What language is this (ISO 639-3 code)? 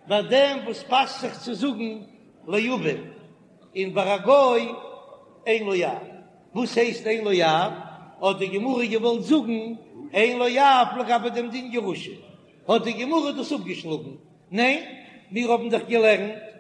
yid